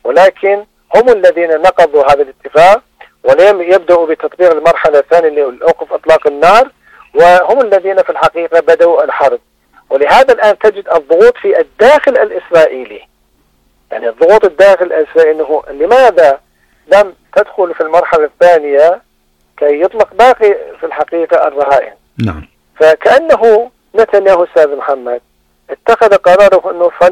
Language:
Arabic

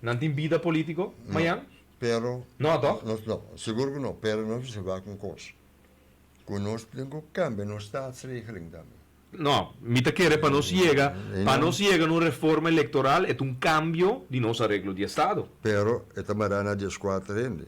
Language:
Papiamento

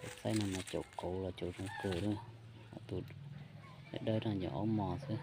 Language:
Hmong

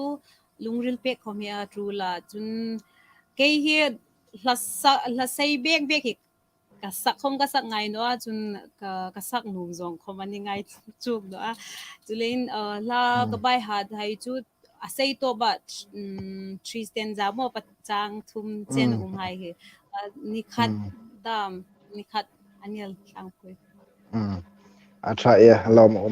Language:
Hmar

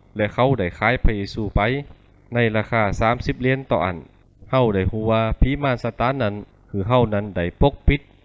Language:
Lü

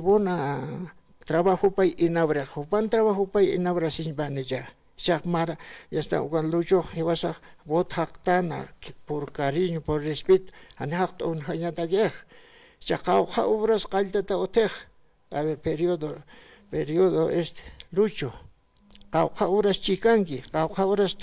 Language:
Aymara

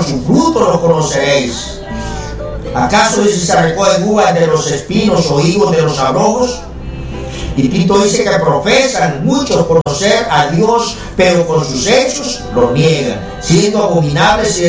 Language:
Spanish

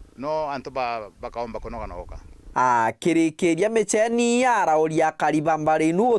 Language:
Meru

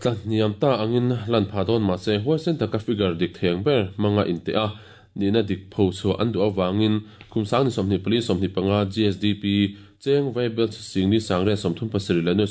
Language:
Mizo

